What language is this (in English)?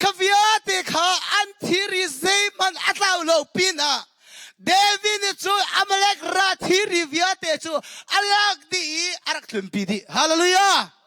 Hakha Chin